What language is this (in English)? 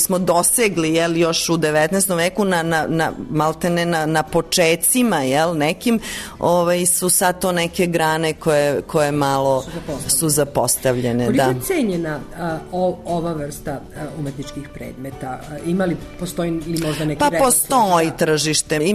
Serbian